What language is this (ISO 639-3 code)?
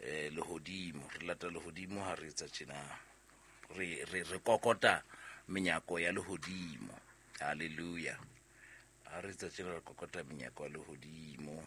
sot